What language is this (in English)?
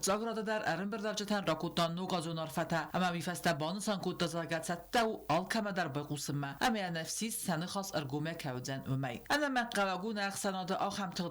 Ossetic